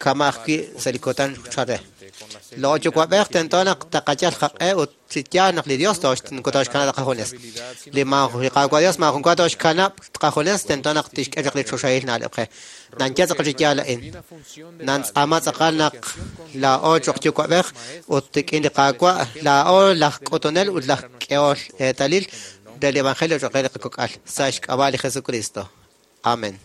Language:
Kekchí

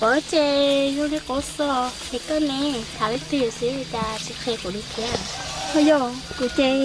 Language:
Hmong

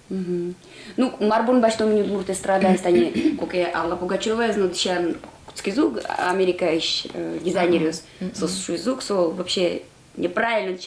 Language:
Udmurt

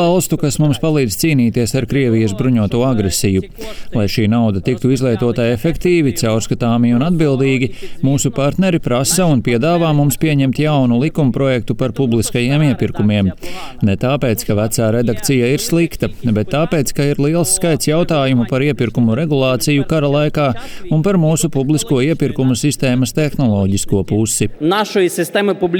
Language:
Latvian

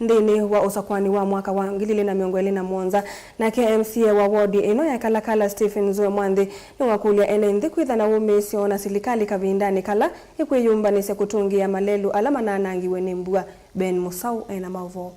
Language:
Kamba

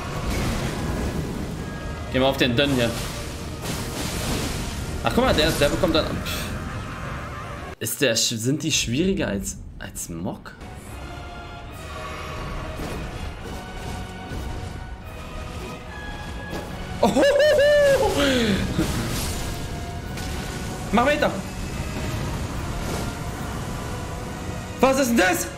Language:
German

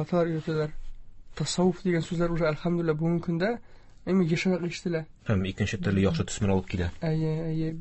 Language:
Tatar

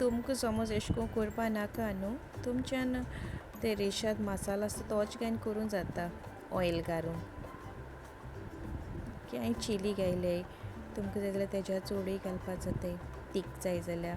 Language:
Konkani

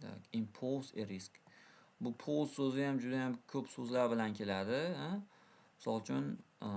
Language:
Uzbek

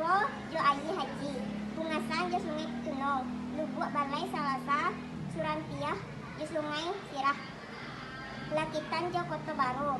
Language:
Minangkabau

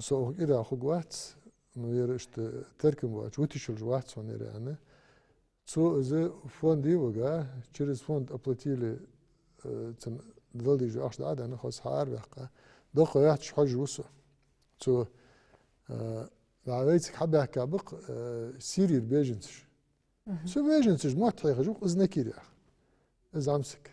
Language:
Ingush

